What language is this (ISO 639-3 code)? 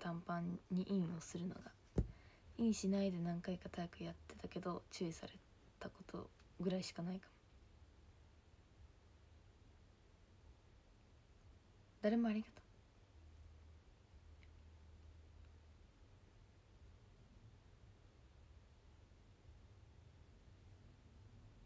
jpn